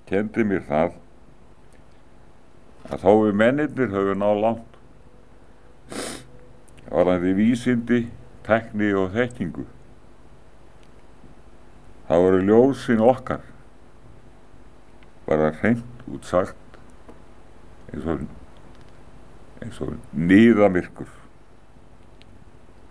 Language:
Icelandic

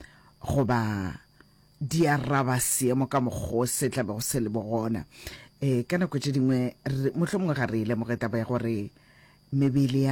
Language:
Northern Sotho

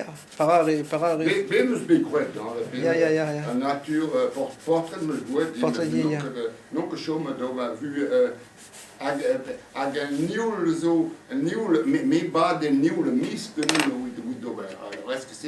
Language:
Breton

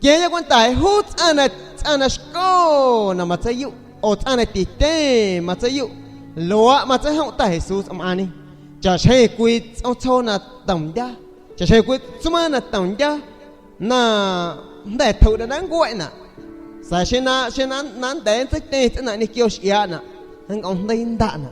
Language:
San Pedro Amuzgos Amuzgo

